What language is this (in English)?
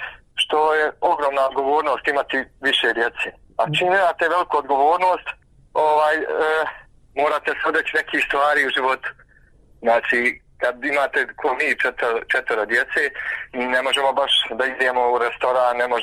Bosnian